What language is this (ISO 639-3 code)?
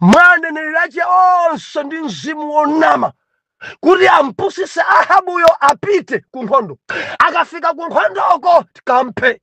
nya